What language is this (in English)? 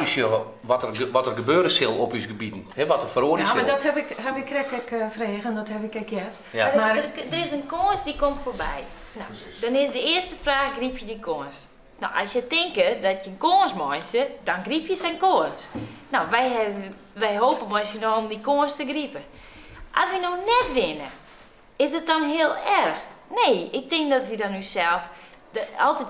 Western Frisian